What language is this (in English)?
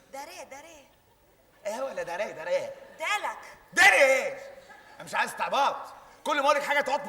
Egyptian Arabic